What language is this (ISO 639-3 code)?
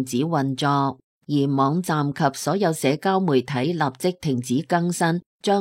yue